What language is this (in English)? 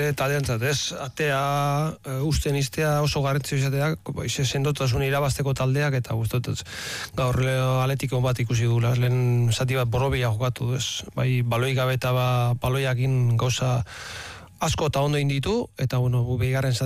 Basque